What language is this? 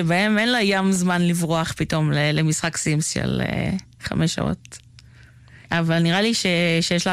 Hebrew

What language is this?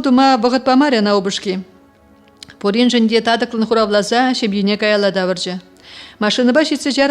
Chuvash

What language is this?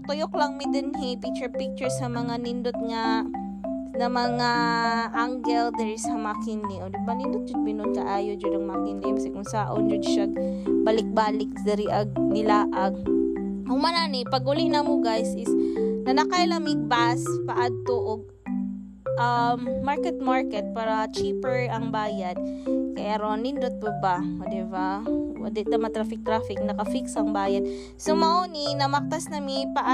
Cebuano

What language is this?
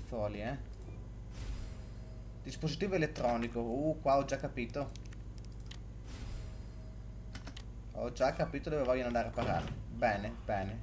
Italian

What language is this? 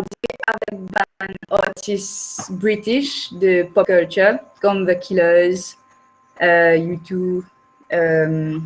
Morisyen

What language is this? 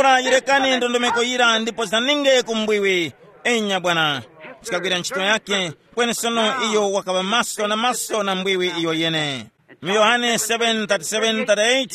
Tumbuka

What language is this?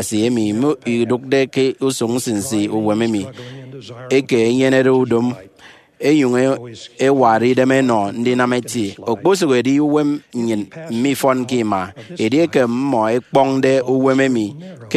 Efik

